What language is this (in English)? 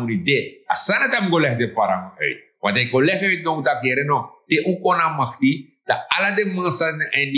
Sranan Tongo